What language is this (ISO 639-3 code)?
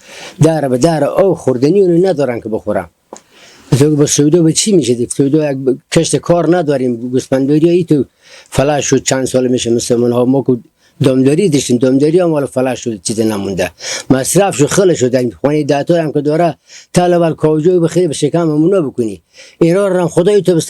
fas